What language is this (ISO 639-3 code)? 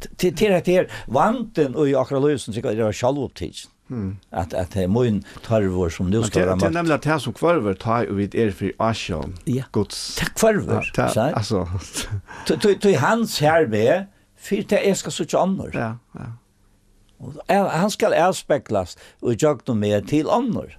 fao